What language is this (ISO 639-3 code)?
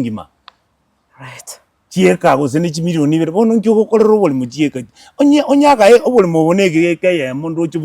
guz